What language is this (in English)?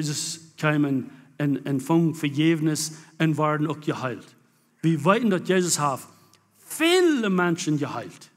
Plautdietsch